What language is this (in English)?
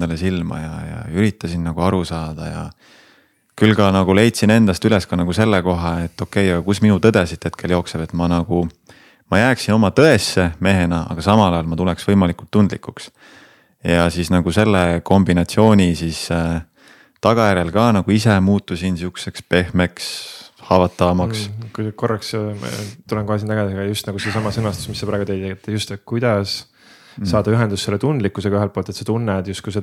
Estonian